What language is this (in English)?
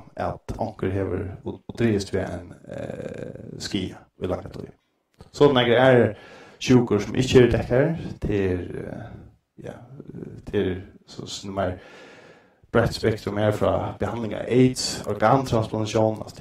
Faroese